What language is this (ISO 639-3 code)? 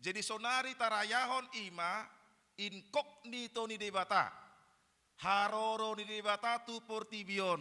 bbc